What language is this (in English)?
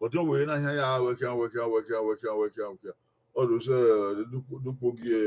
Bini